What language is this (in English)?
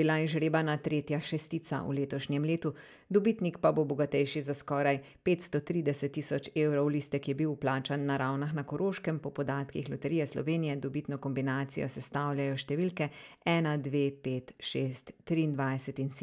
Slovenian